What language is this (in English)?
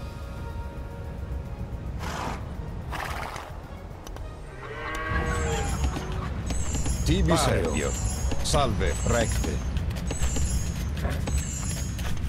Latin